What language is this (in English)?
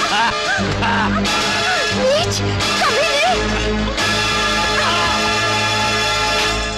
Hindi